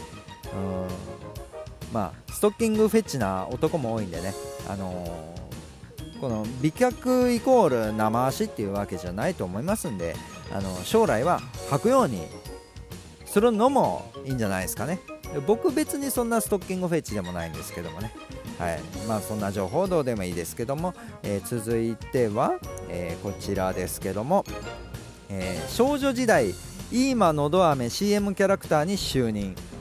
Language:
Japanese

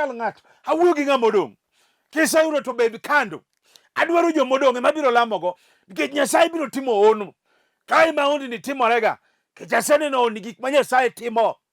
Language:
Luo (Kenya and Tanzania)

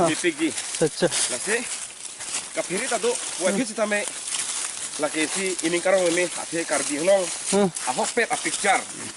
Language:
Karbi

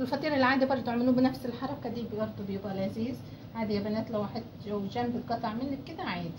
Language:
Egyptian Arabic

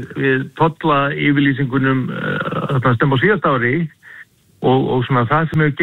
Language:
Icelandic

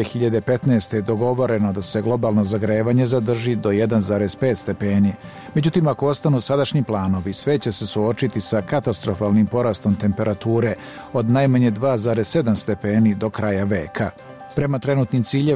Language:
Serbian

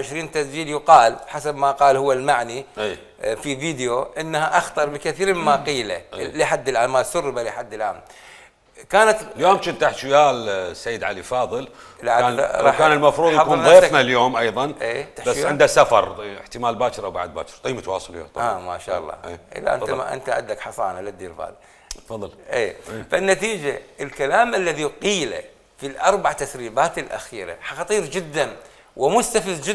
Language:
Mesopotamian Arabic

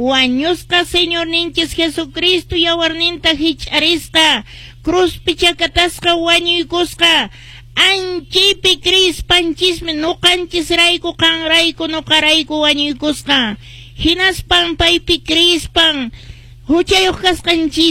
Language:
Quechua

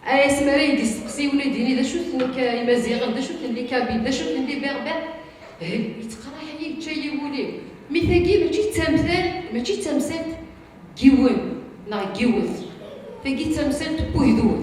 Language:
Kabyle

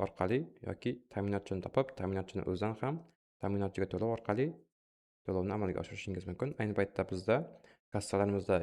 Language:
Uzbek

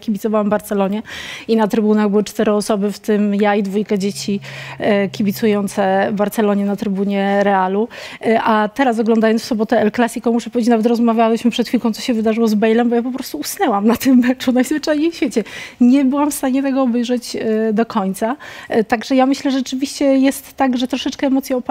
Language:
Polish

